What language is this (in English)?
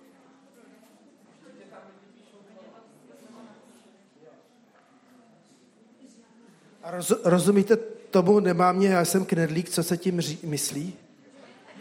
Czech